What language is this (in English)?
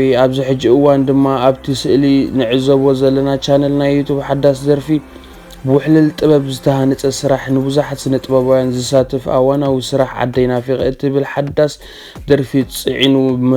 Tigrinya